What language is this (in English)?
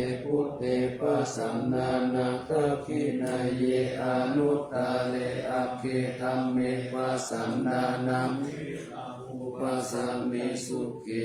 Pali